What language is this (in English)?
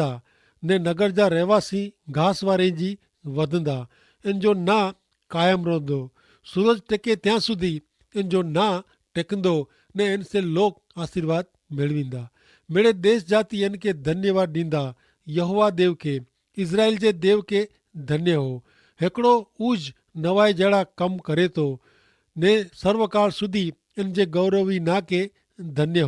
Kachhi